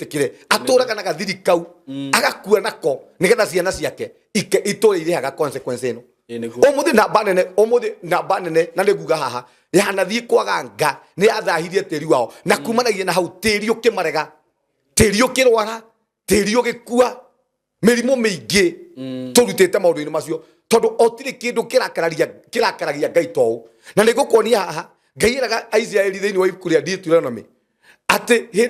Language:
Kikuyu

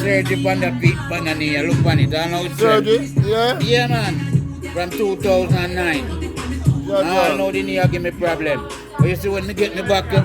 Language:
Jamaican Creole English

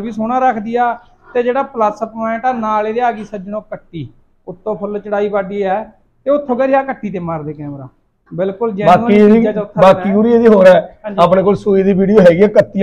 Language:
Punjabi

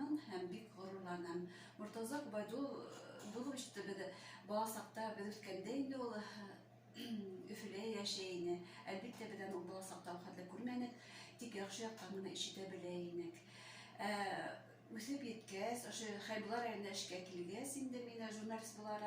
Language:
Bashkir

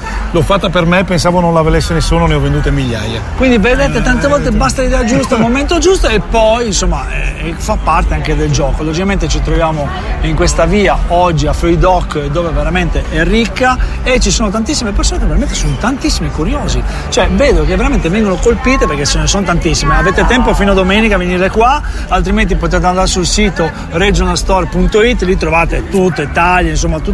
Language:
Italian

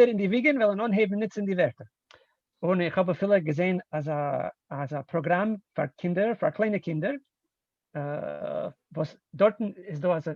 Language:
Yiddish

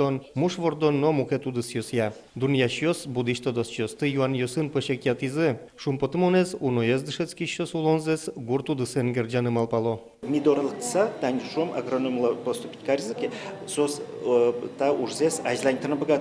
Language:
Udmurt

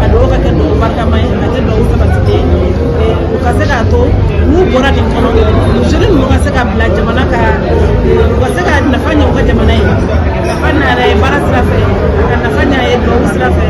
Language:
Bambara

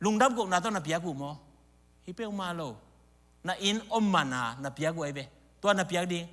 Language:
Tedim Chin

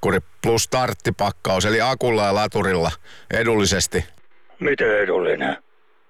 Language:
Finnish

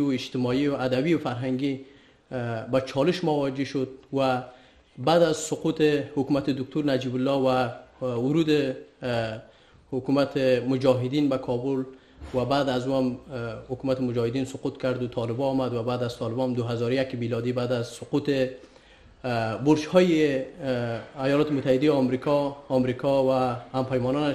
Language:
Persian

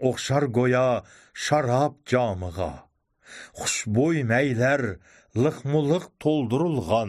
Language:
Uyghur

